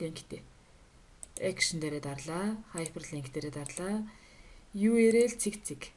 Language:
Mongolian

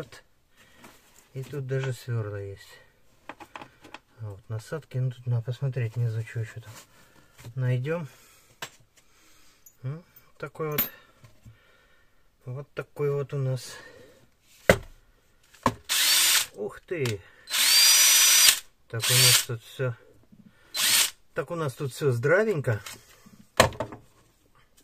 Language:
Russian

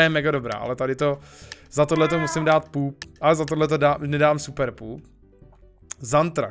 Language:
Czech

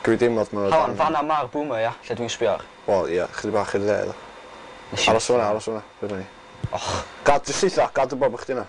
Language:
Welsh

